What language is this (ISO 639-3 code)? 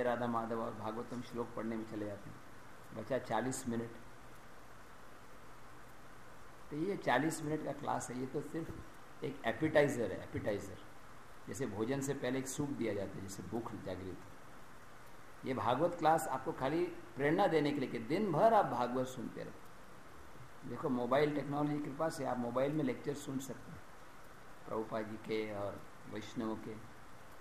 hin